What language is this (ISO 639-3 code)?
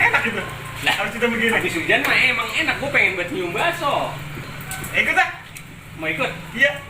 bew